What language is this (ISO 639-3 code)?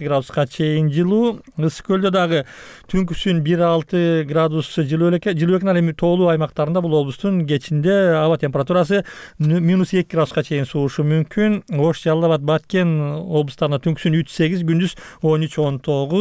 kir